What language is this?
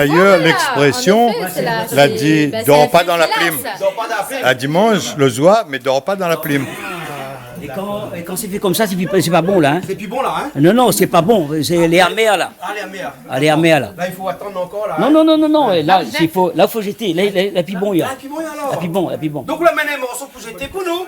Réunion Creole French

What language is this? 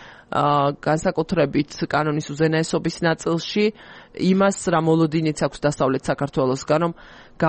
Georgian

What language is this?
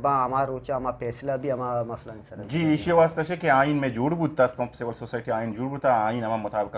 Eastern Balochi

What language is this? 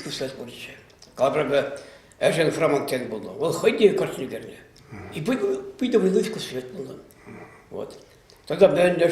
Chuvash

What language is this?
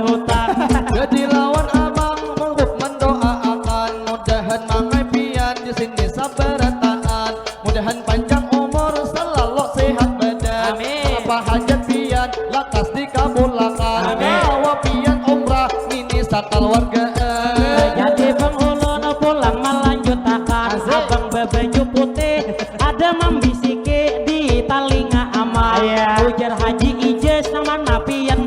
Banjar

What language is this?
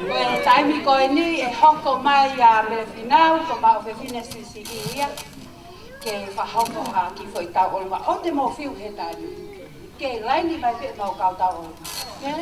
Tongan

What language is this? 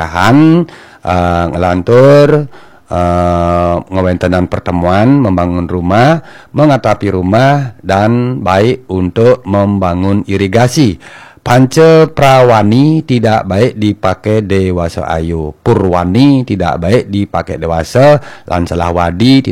Balinese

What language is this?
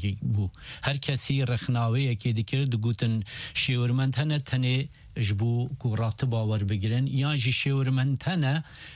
Kurdish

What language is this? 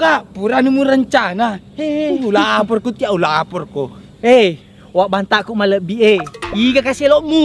Buginese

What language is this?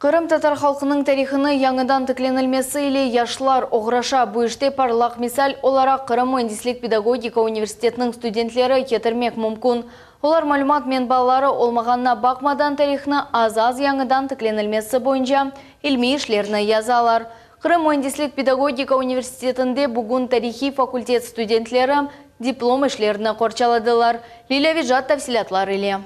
Crimean Tatar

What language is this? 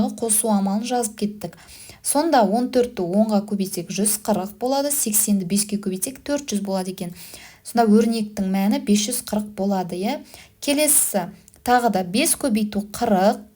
Kazakh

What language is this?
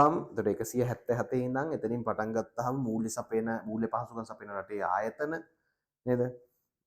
Sinhala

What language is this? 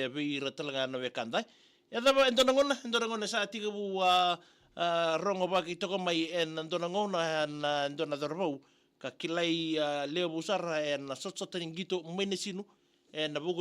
Fijian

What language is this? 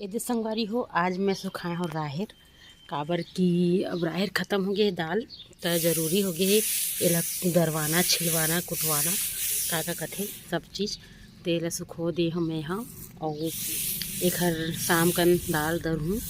Chhattisgarhi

